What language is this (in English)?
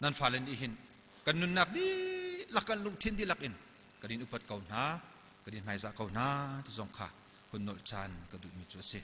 Hakha Chin